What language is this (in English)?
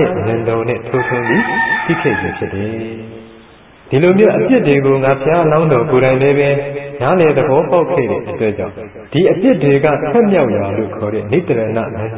Burmese